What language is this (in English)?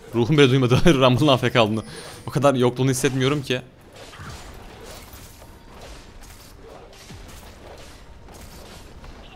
Turkish